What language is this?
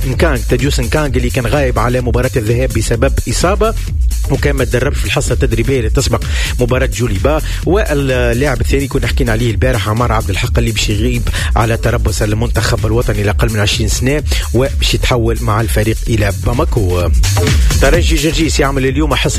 Tunisian Arabic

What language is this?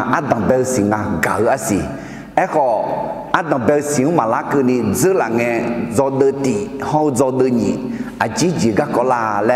Akha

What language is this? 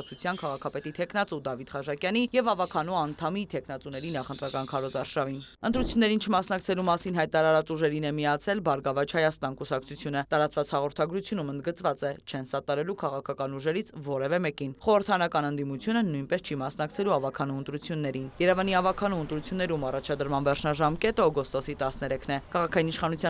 Armenian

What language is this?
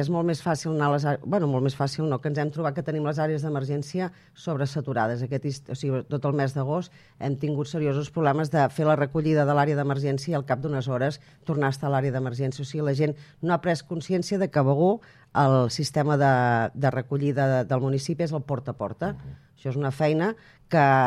Catalan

